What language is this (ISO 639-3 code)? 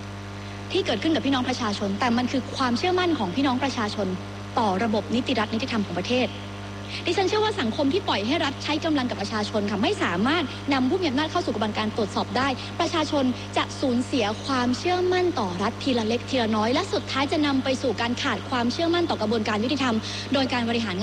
tha